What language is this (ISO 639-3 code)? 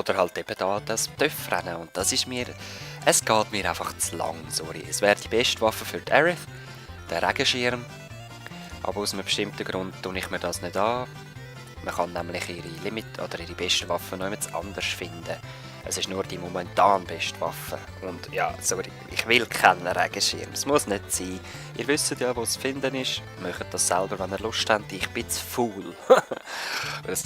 gsw